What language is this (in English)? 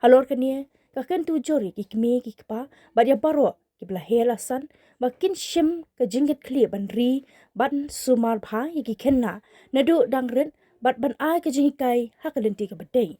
Khasi